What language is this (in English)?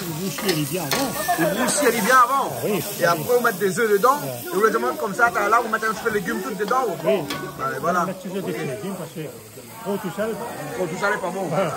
Réunion Creole French